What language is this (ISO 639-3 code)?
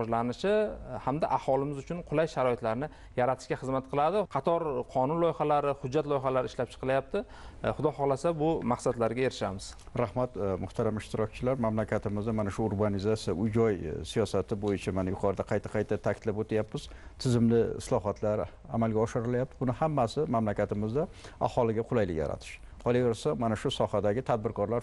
uzb